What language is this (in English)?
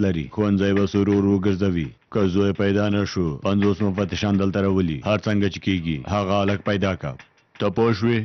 Pashto